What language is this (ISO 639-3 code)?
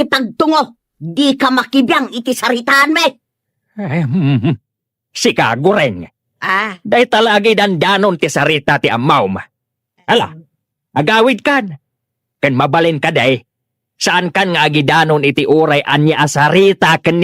ilo